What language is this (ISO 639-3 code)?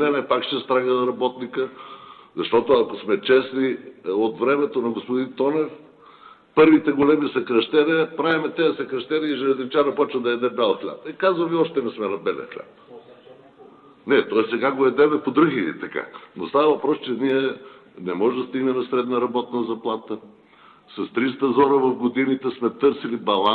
bul